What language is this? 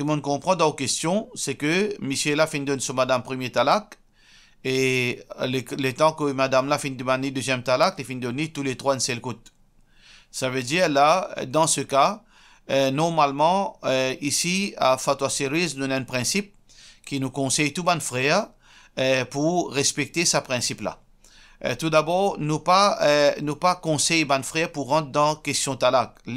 Morisyen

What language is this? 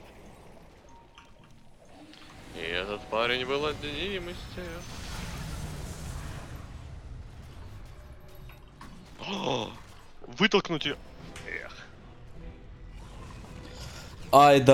Russian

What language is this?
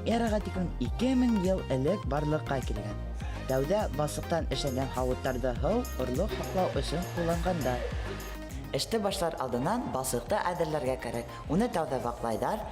Bashkir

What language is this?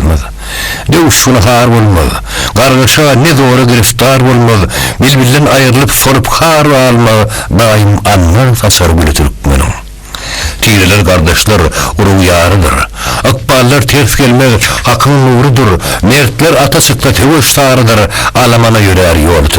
Turkmen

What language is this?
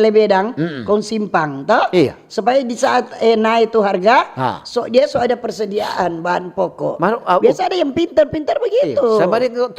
Manado Malay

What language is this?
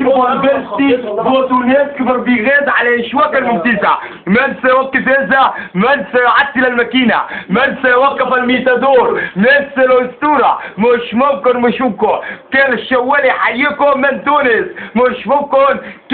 Egyptian Arabic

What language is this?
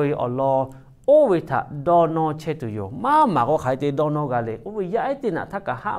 Lahu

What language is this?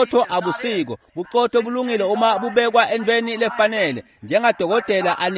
Swati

